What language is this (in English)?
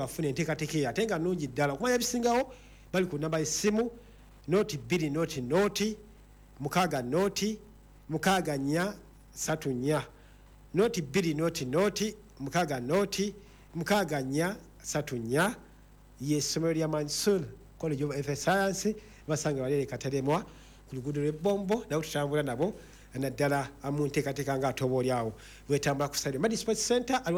Ganda